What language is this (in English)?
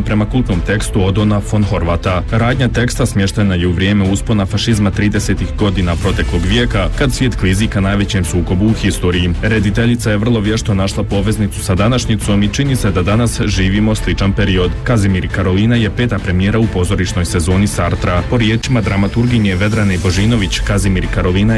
Bosnian